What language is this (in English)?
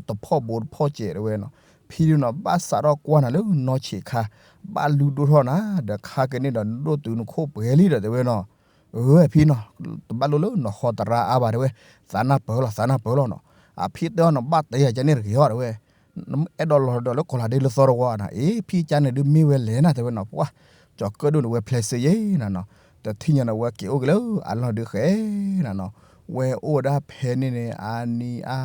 S'gaw Karen